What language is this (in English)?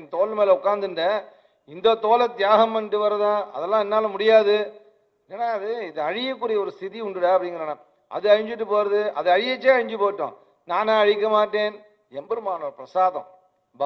Tamil